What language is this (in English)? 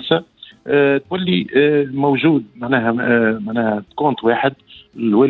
Tunisian Arabic